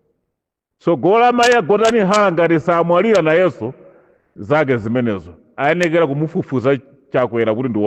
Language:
Nyanja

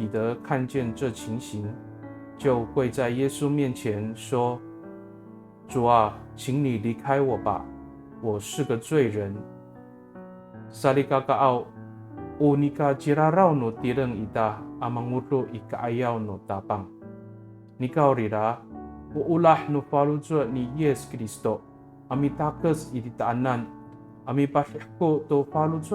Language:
Amis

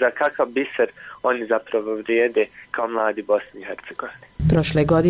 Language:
Bosnian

